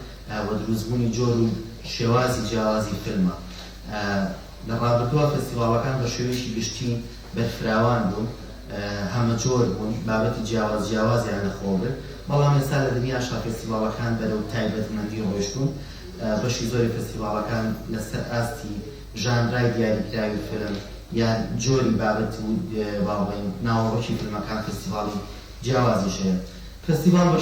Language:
Central Kurdish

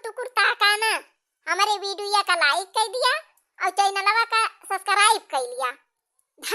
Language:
Awadhi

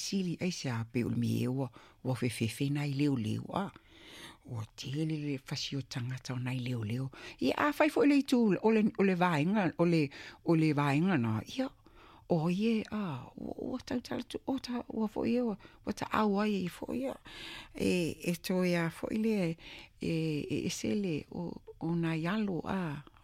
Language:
Samoan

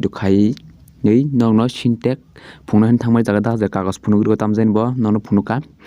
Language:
Kok Borok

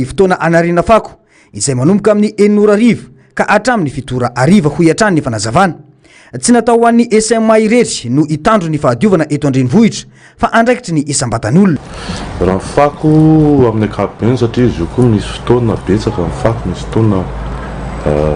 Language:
Malagasy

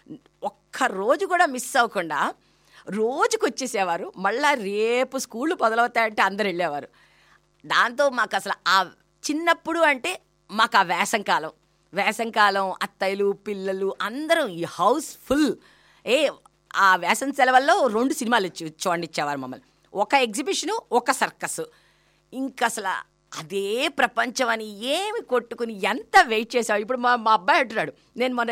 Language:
Telugu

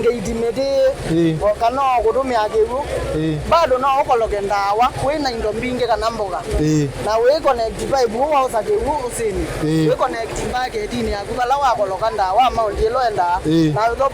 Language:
Kamba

